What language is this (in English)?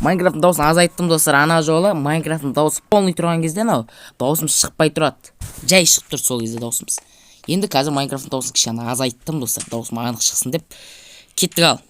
Kazakh